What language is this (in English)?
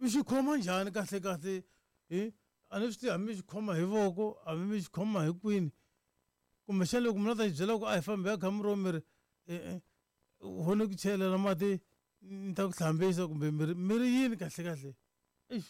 Tsonga